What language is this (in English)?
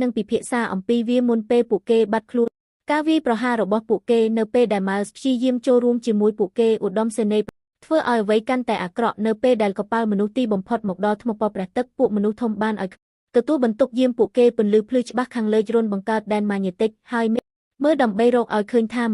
Khmer